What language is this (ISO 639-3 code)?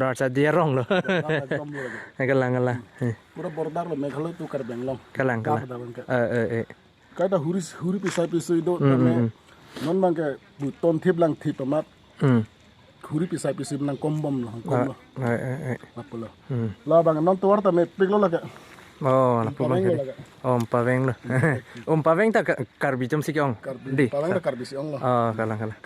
mjw